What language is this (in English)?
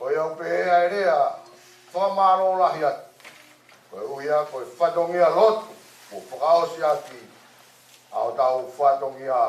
Tongan